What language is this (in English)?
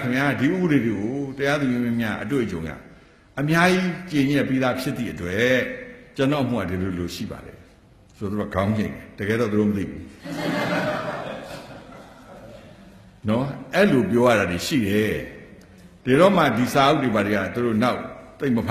Burmese